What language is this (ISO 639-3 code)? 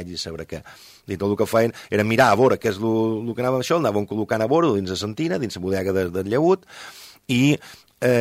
cat